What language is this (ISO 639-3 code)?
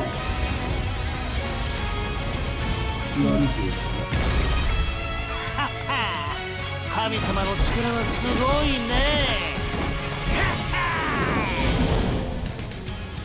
jpn